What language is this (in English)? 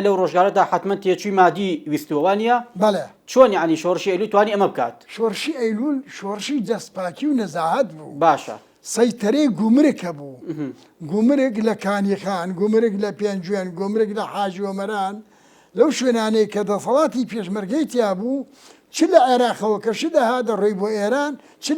Central Kurdish